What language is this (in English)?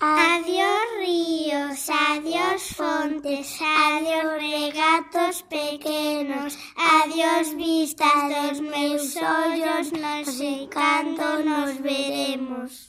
Galician